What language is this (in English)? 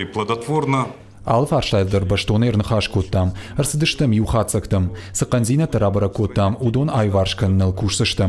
Ossetic